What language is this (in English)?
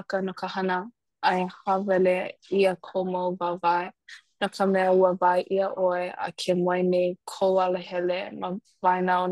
Hawaiian